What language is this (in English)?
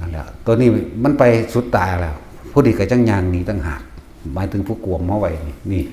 Northeastern Thai